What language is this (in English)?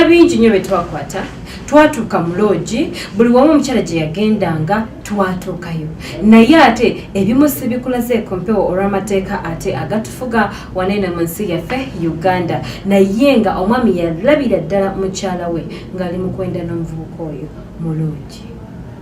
Ganda